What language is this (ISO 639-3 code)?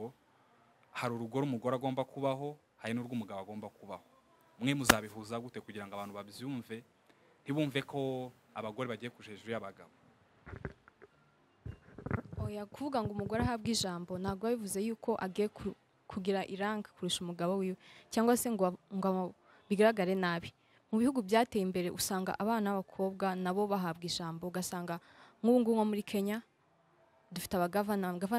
kin